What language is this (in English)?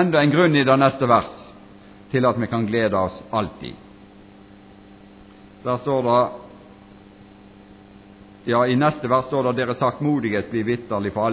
Norwegian